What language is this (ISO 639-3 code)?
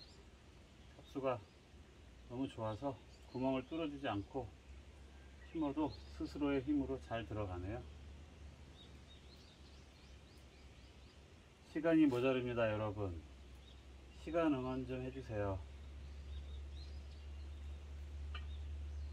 kor